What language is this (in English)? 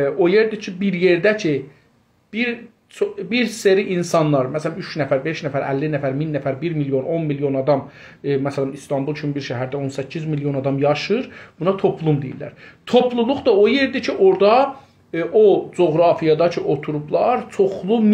South Azerbaijani